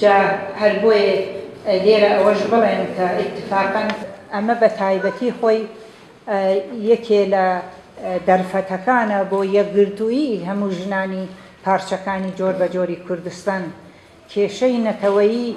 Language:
Central Kurdish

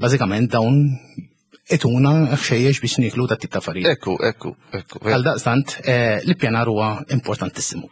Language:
Maltese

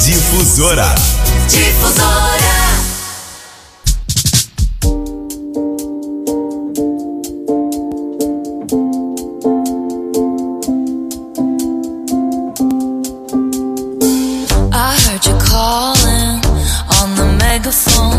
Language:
Portuguese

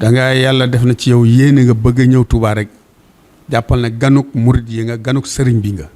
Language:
Wolof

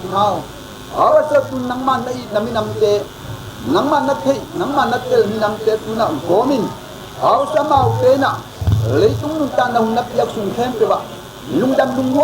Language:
Tedim Chin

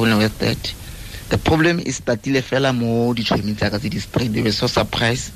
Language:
Tswana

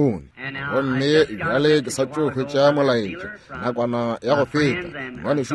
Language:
Northern Sotho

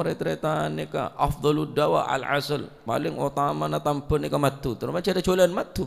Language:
Madurese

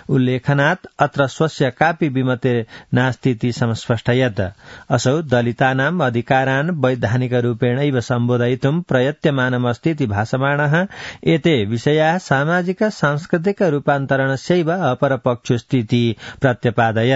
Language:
Sanskrit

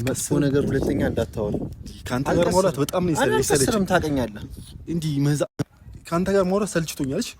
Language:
Amharic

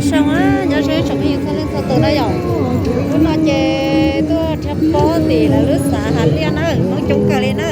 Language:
Hmong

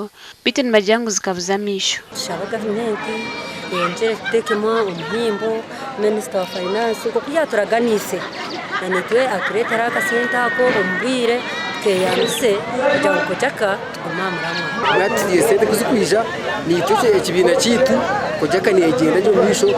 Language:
Nyankole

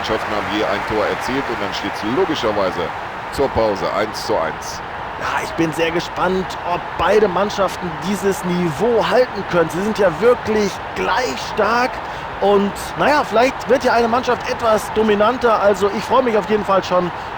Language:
Bavarian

